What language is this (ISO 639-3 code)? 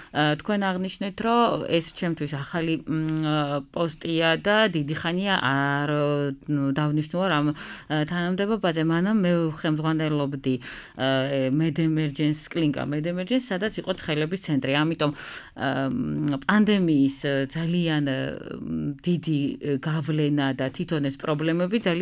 kat